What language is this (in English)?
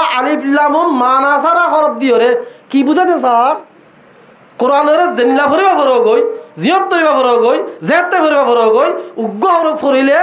Rohingya